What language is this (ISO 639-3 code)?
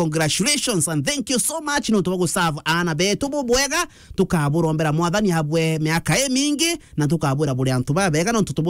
mer